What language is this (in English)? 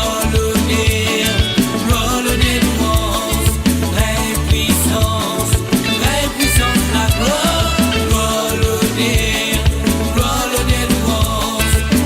Morisyen